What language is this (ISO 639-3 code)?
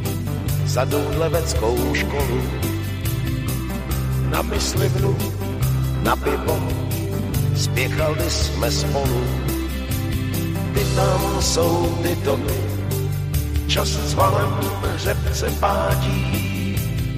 ces